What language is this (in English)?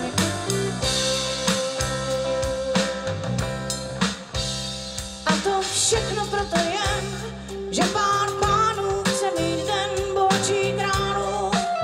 Czech